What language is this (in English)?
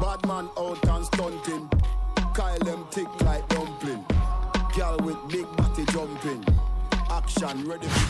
Jamaican Creole English